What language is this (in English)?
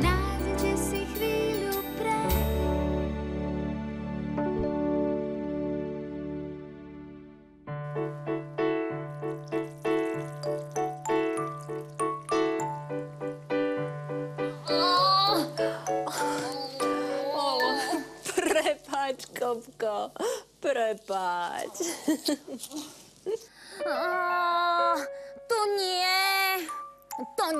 Slovak